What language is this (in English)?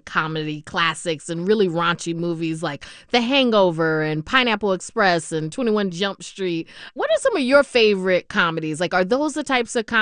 English